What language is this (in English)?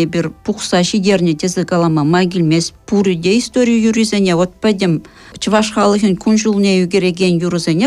Chuvash